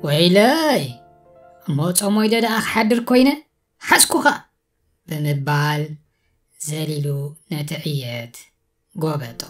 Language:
Tigrinya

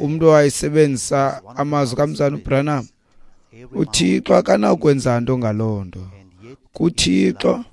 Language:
Xhosa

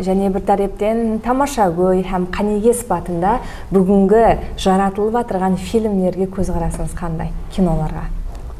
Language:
Kara-Kalpak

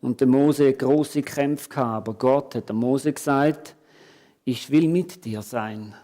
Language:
Swiss German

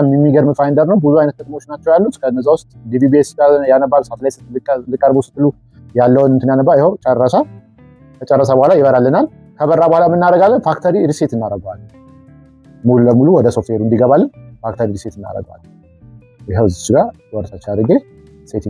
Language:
Amharic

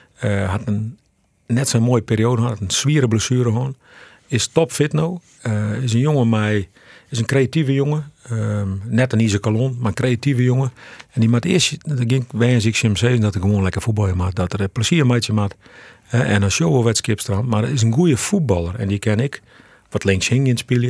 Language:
Western Frisian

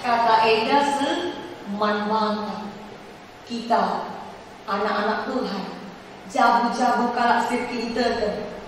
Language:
Batak Karo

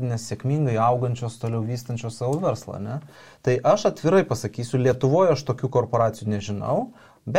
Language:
Lithuanian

